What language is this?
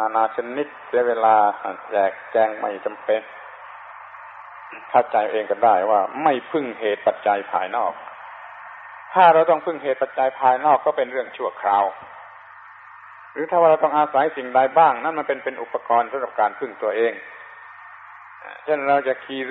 Thai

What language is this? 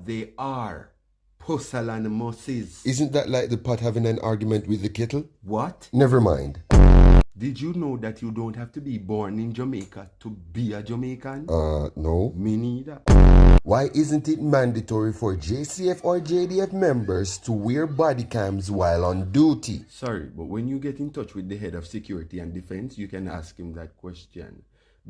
Jamaican Creole English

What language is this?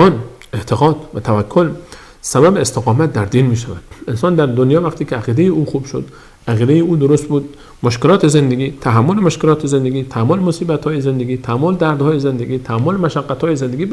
Persian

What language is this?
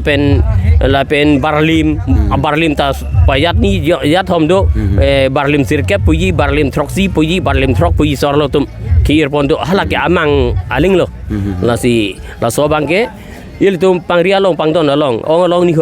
Karbi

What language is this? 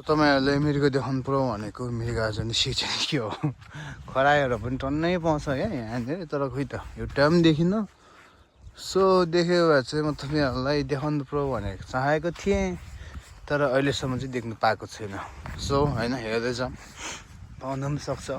Nepali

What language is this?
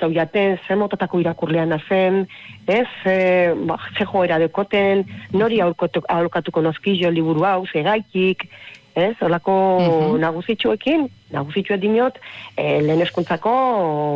Basque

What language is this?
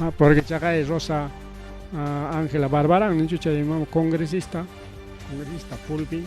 Ayacucho Quechua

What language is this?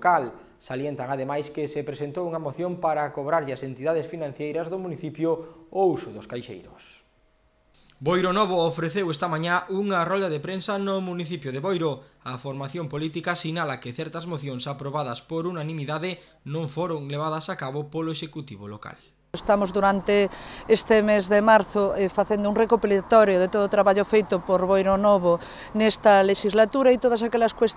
Galician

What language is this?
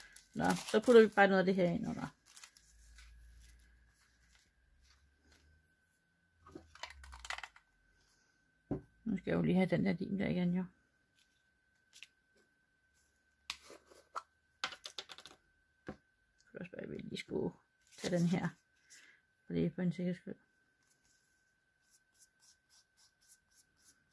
Danish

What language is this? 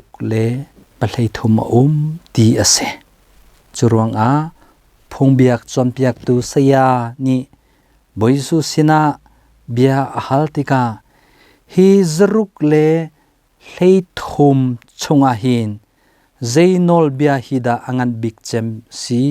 Hakha Chin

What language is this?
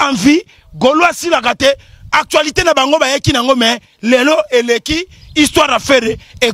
Lingala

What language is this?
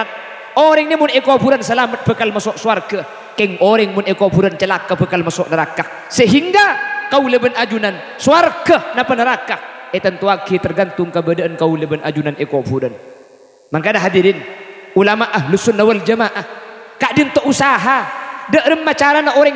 Madurese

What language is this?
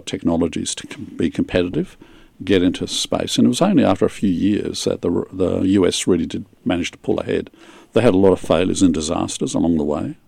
English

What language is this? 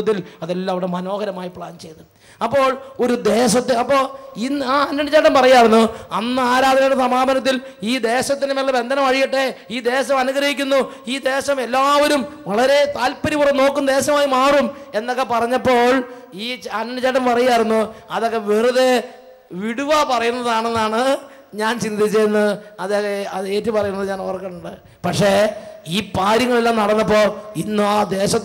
Malayalam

